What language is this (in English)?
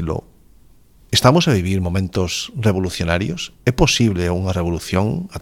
Galician